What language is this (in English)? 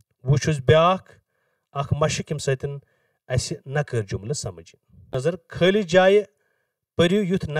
Kashmiri